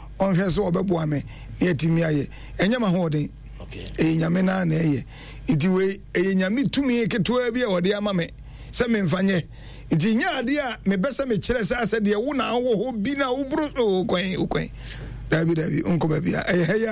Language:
Akan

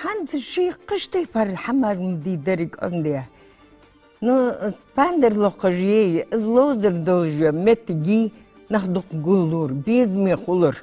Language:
Ingush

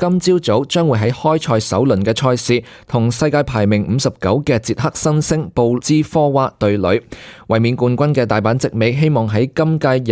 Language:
Cantonese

